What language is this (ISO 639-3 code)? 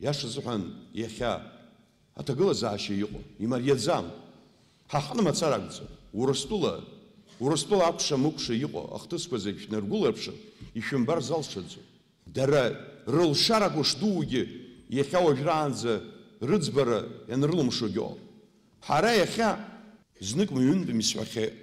abk